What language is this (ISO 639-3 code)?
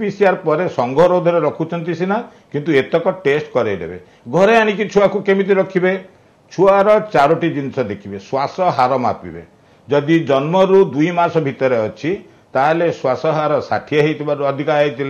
ori